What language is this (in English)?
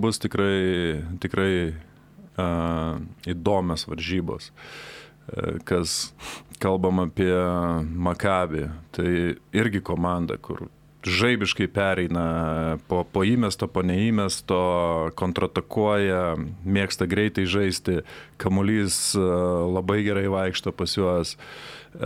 Lithuanian